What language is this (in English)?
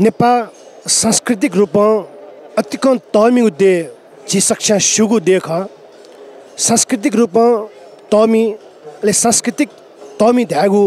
Newari